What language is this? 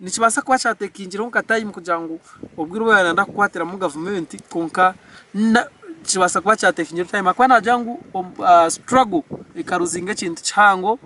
Nyankole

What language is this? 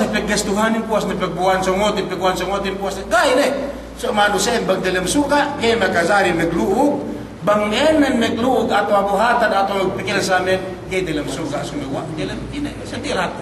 Yakan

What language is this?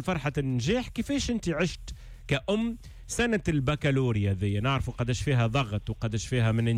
Tunisian Arabic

